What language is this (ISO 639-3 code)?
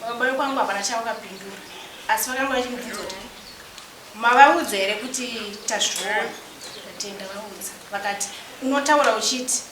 sna